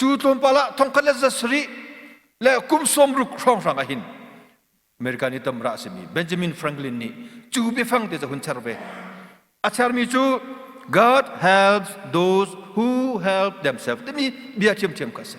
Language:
Hakha Chin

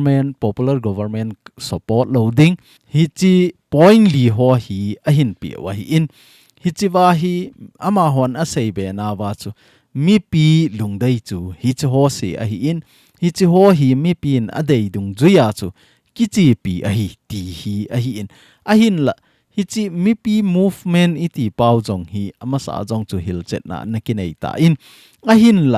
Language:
Thado Chin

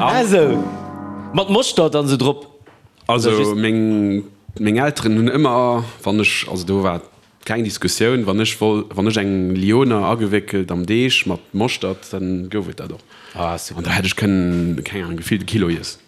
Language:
Luxembourgish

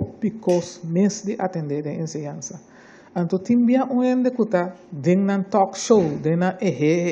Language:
Papiamento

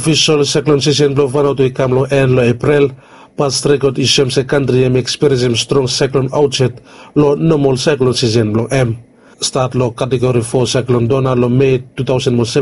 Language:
Bislama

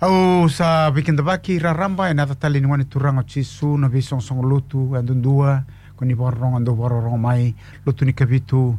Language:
Fijian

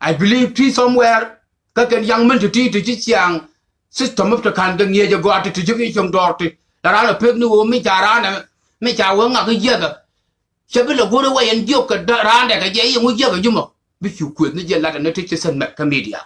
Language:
Nuer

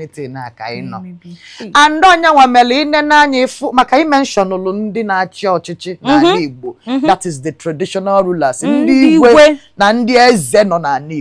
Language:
Igbo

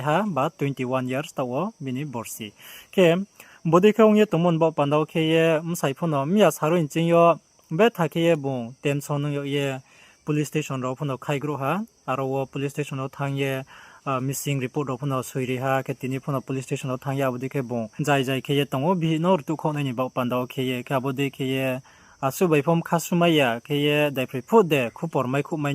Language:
Riang (India)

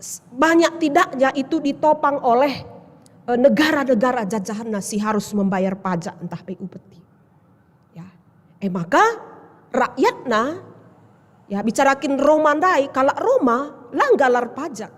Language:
Batak Karo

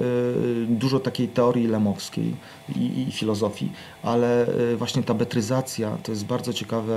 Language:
Polish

